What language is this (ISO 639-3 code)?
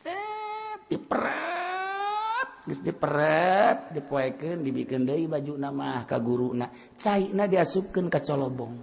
sun